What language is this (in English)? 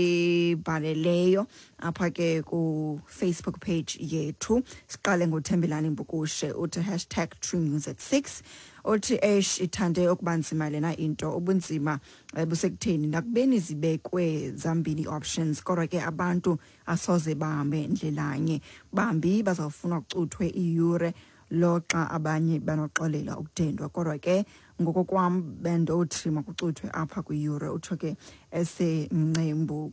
Xhosa